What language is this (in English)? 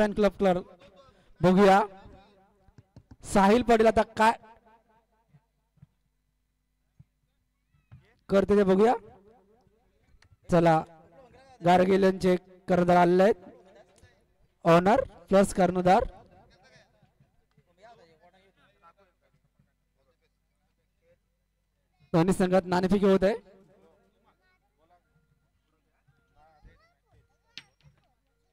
Marathi